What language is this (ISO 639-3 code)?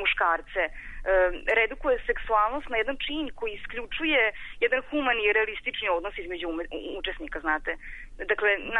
srp